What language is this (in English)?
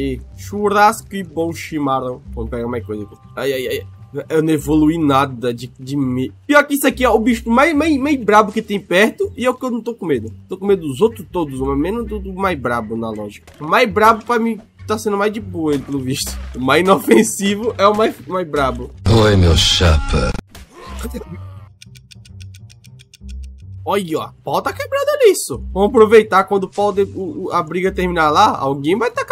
Portuguese